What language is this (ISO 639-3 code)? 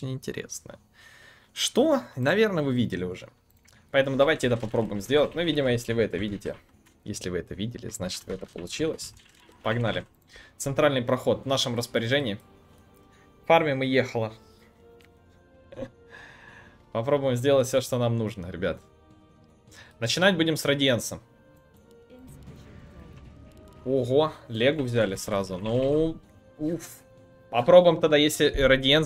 rus